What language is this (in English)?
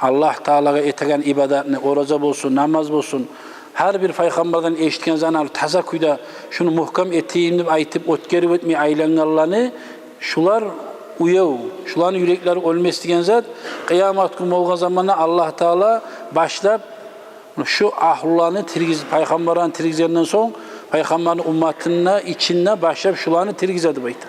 Kumyk